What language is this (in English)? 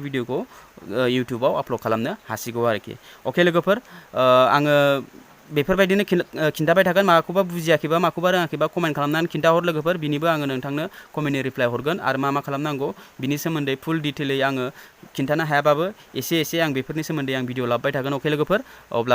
Bodo